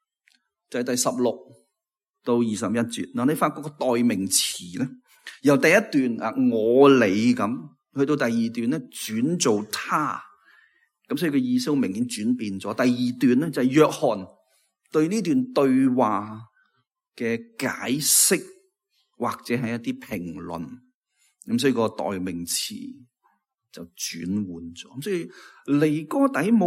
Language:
Cantonese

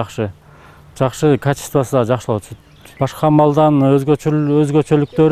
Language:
Kyrgyz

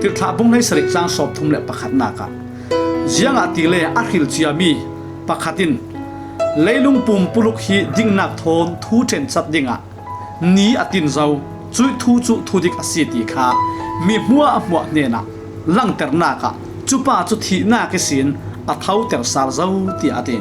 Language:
Falam Chin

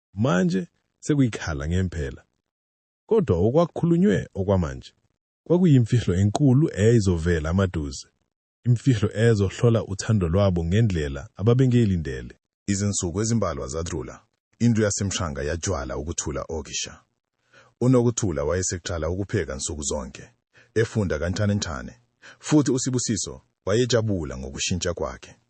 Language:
Zulu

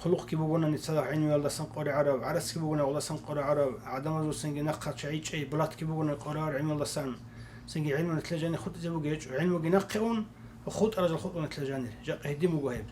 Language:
Avaric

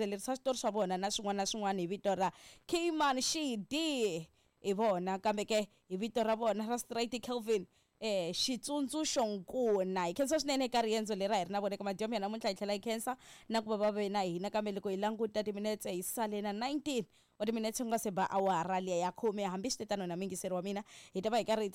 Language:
Tsonga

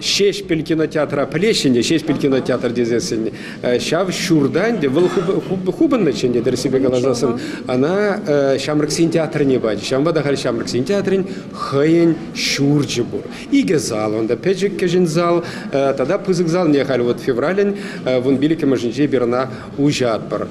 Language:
Chuvash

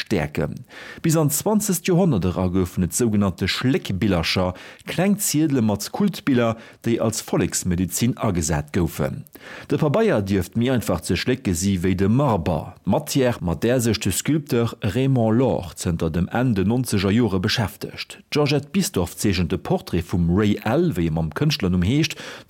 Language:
Luxembourgish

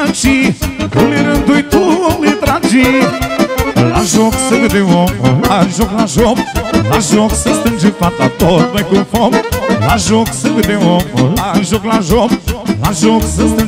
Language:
Romanian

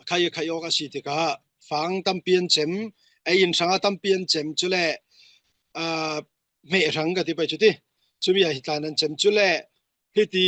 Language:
Falam Chin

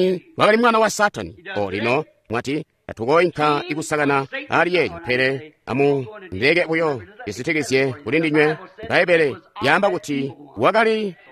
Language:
Tonga (Zambia)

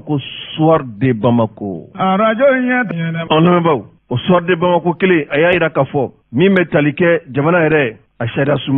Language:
Bambara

